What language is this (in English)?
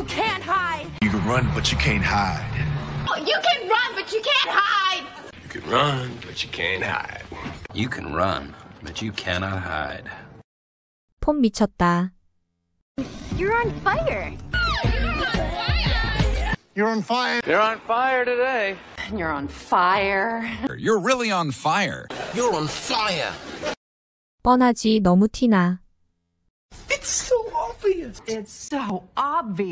English